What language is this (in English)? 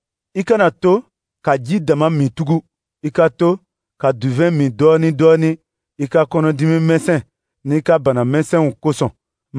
Dyula